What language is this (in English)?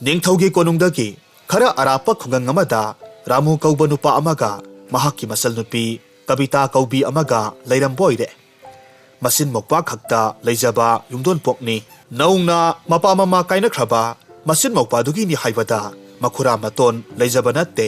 Manipuri